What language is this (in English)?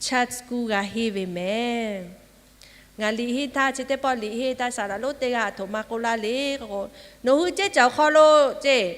Lahu